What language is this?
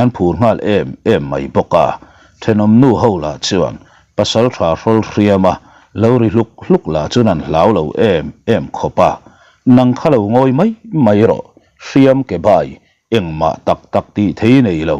Mizo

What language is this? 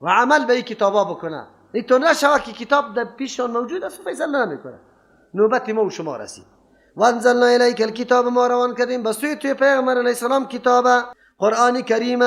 Persian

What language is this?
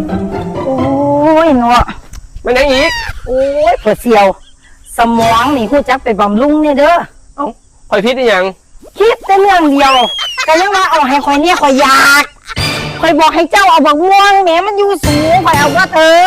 Lao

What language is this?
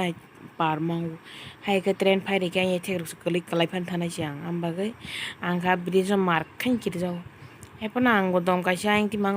Kok Borok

